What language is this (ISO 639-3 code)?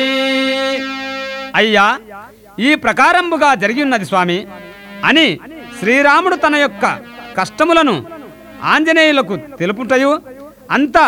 tel